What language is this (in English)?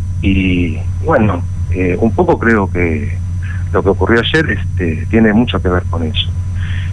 Spanish